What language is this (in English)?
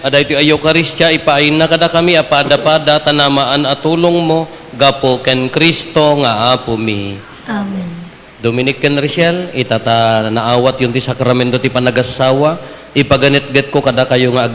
Iloko